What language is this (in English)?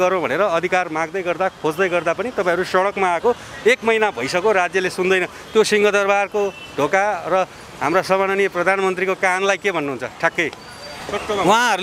Nepali